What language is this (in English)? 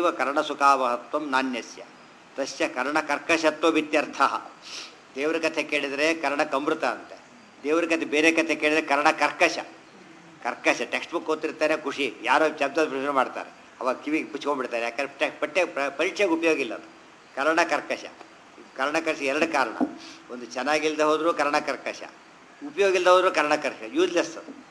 Kannada